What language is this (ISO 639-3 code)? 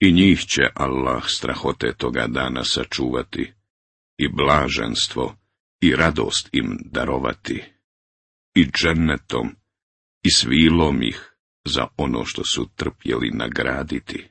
bos